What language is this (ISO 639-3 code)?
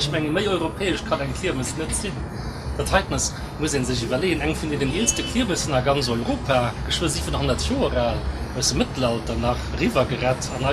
ltz